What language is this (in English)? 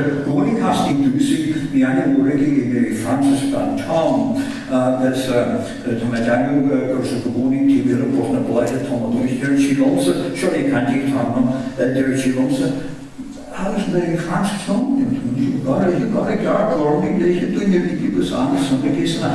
Irish